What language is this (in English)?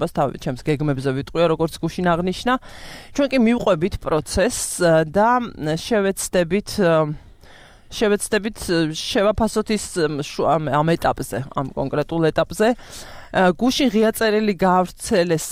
Georgian